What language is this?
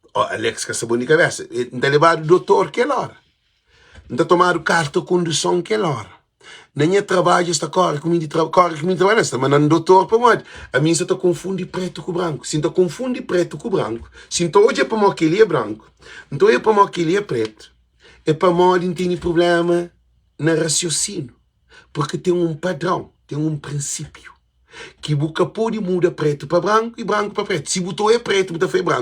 Kabuverdianu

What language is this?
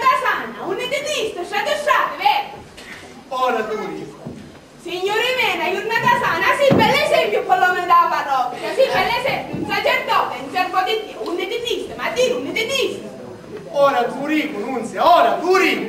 Sicilian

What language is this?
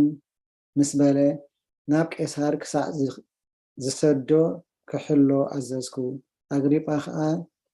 Tigrinya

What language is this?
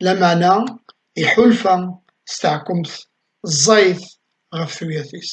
Kabyle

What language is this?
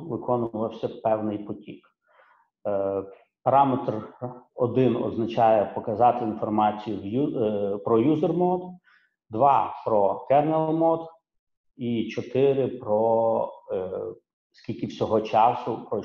Ukrainian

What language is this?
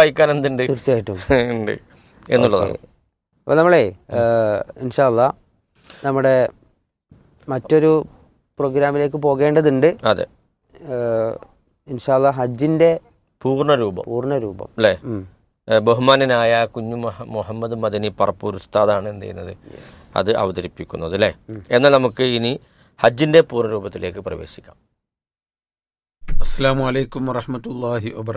Malayalam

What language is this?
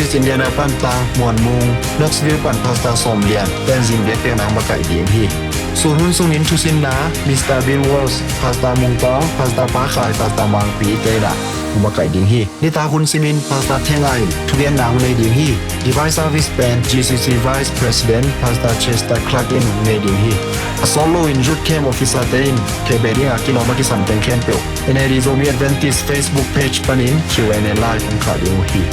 Tedim Chin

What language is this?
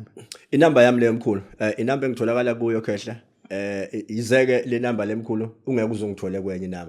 Zulu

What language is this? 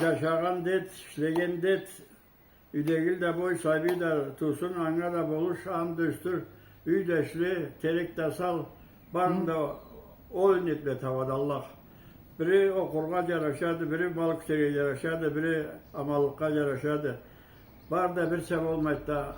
Karachay-Balkar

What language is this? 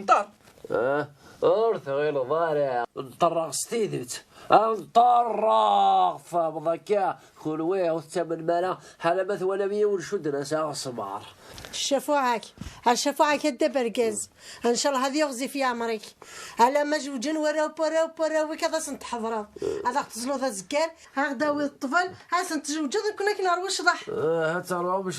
Kabyle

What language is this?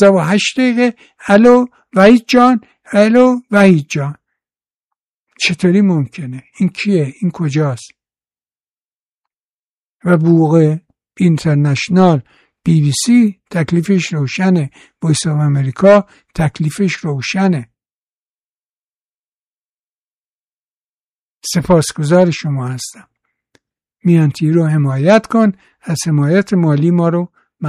Persian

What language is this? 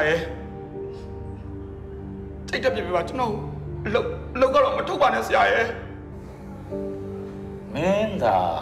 Burmese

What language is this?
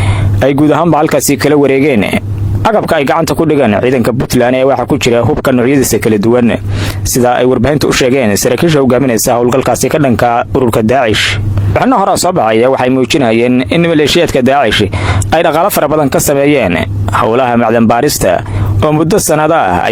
Somali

